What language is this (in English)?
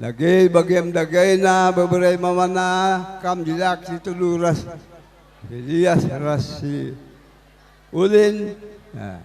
Batak Karo